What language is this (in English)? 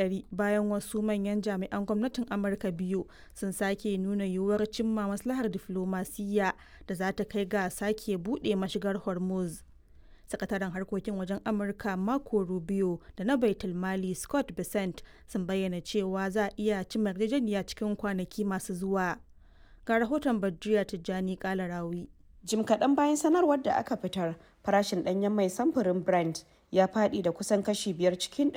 Hausa